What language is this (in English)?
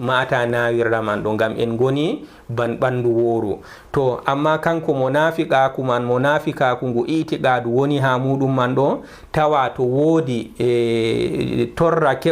Fula